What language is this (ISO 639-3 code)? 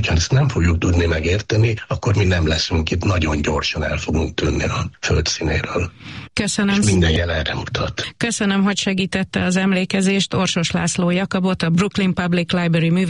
hun